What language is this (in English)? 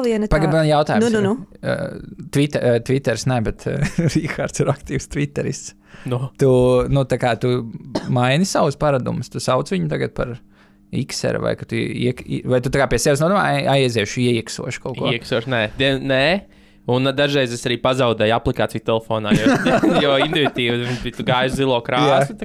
Latvian